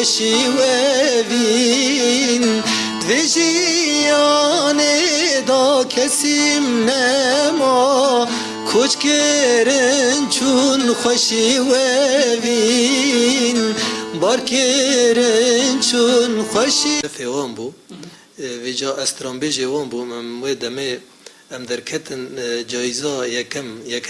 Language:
Kurdish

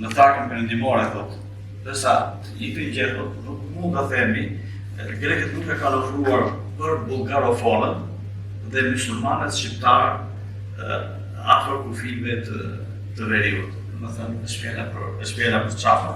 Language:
Albanian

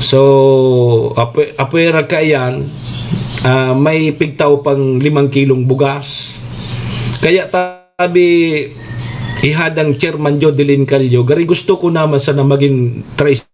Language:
Bikol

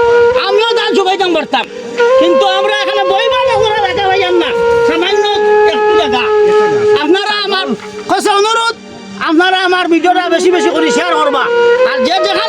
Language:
Sylheti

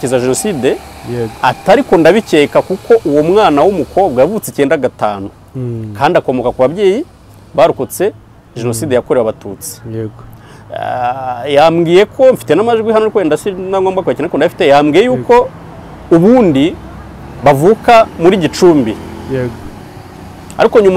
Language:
Kinyarwanda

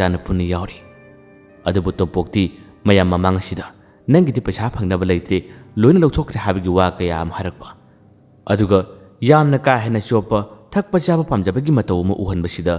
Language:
Manipuri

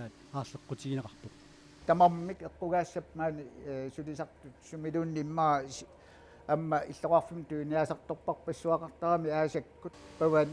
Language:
Kalaallisut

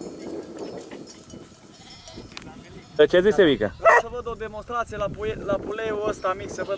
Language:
Romanian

